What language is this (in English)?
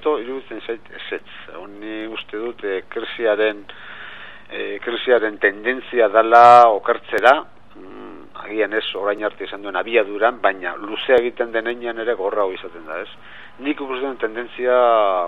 Basque